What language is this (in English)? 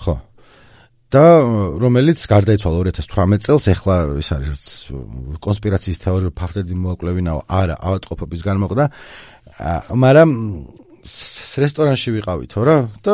Georgian